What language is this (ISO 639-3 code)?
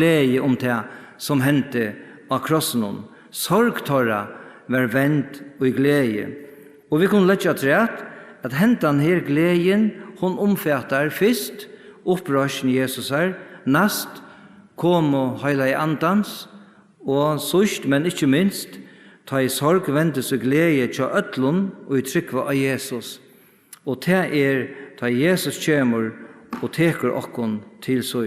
fao